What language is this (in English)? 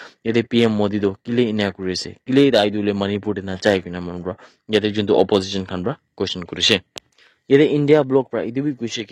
Naga Pidgin